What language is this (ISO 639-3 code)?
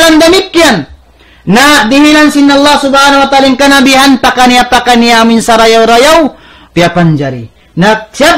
tsg